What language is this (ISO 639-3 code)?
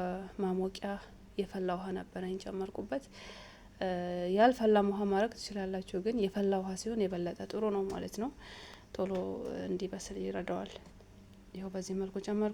amh